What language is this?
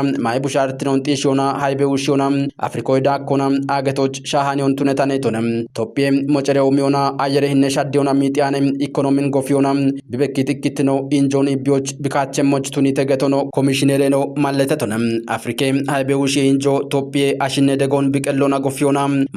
Kafa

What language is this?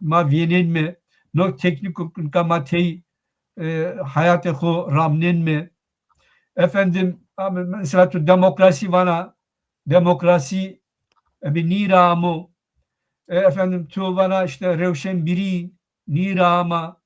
Zaza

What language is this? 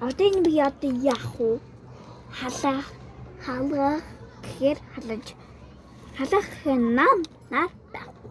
Mongolian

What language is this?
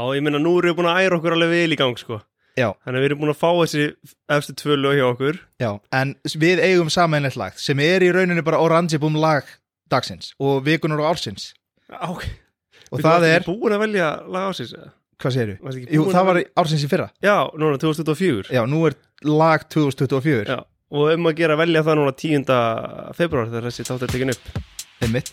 Icelandic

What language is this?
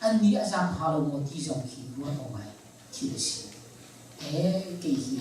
Hakha Chin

